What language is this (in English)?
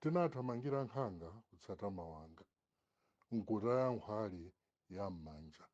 Nyanja